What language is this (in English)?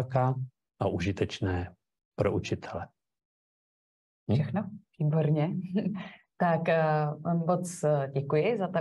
Czech